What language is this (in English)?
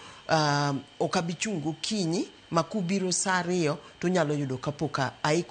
Luo (Kenya and Tanzania)